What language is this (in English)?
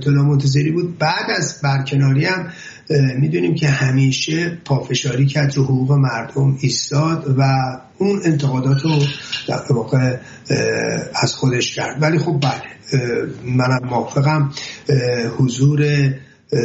Persian